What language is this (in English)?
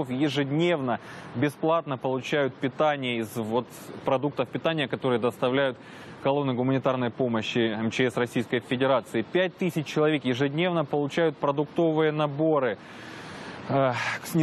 Russian